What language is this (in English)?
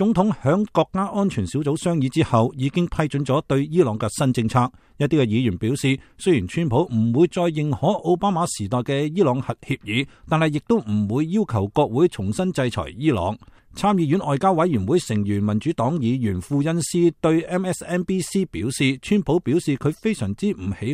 Cantonese